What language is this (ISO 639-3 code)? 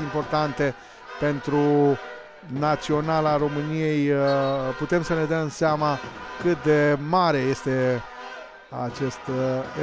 ron